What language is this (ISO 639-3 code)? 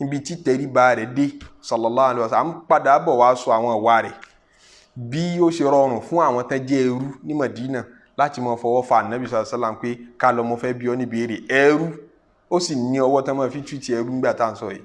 yor